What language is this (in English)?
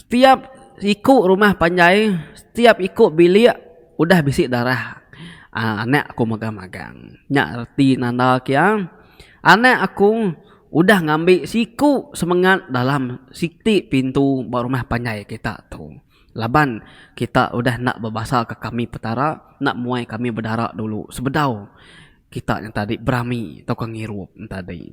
Iban